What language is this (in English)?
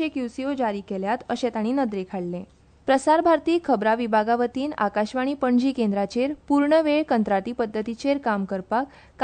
Konkani